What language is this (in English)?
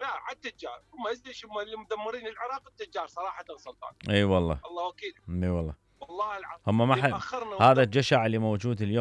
Mesopotamian Arabic